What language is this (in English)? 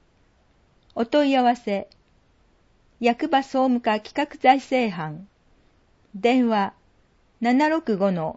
Japanese